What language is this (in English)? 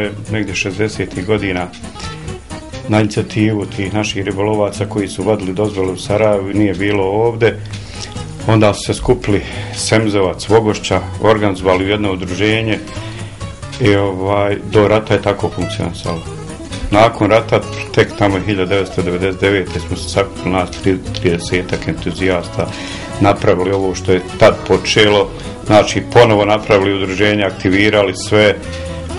Bosnian